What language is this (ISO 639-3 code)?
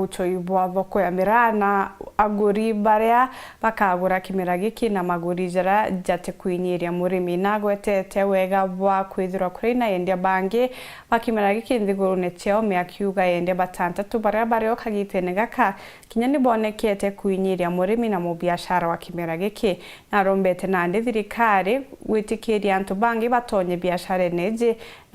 mer